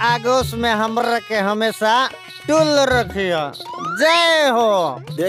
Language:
Bhojpuri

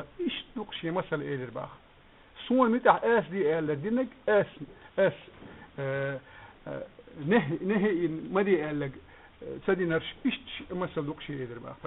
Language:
Chechen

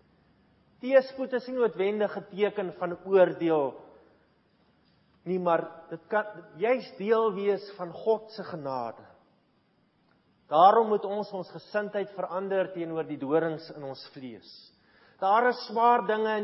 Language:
Afrikaans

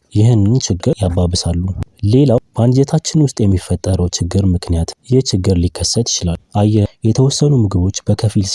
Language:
Amharic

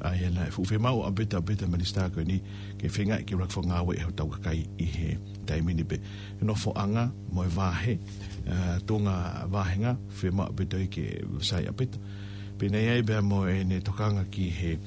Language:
Tongan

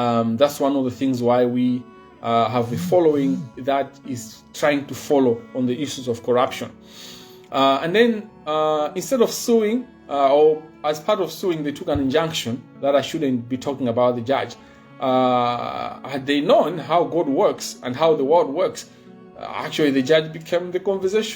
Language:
Nyanja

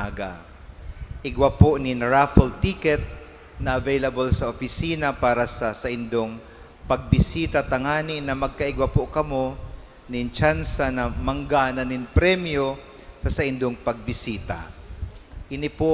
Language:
Bikol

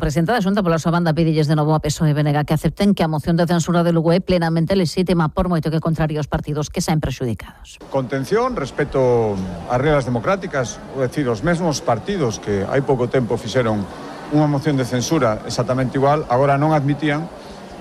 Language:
Galician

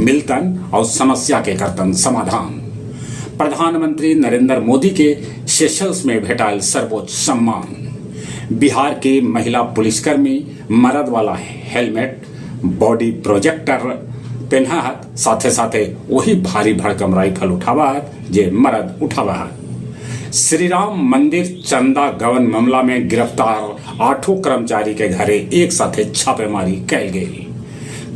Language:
Magahi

